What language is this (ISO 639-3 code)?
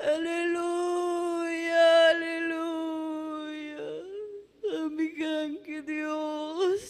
quy